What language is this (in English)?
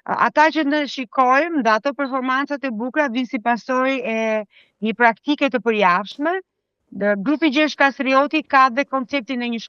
Albanian